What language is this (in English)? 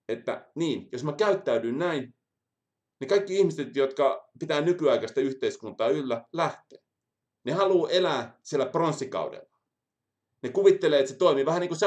Finnish